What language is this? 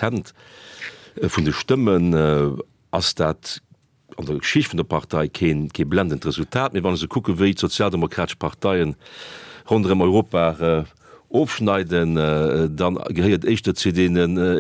Luxembourgish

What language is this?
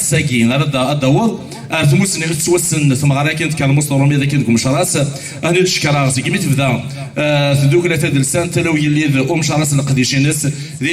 Kabyle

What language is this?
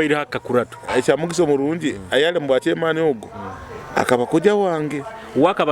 Nyoro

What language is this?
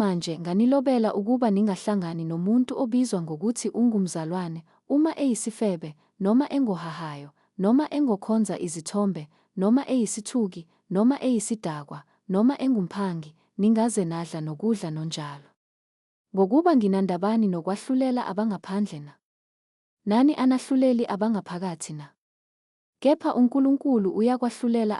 Zulu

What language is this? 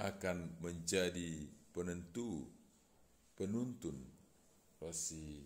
Batak Simalungun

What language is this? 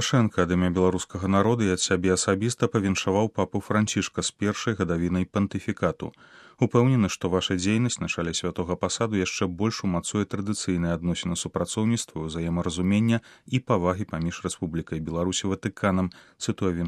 Belarusian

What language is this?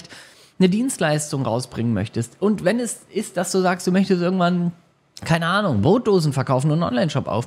German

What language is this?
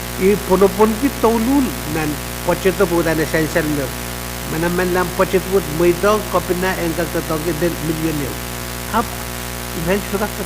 Pohnpeian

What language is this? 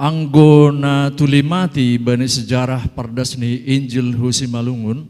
Batak Simalungun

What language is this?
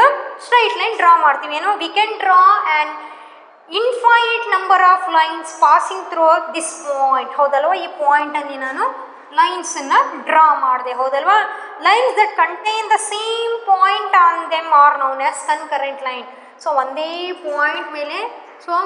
Kannada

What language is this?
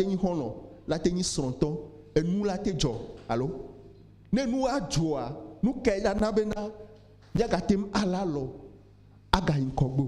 Ewe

